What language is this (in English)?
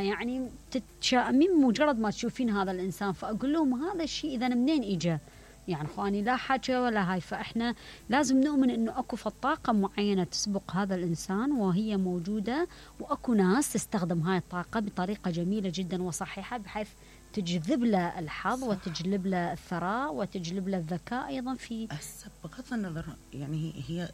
Mesopotamian Arabic